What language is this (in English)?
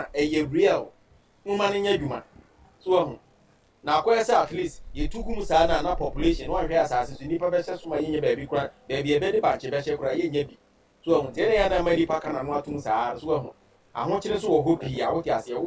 Akan